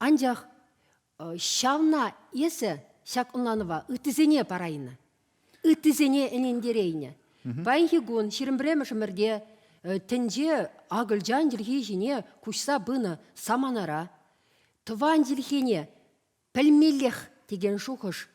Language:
Chuvash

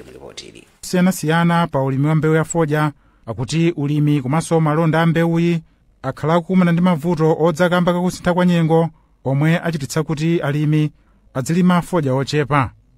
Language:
Nyanja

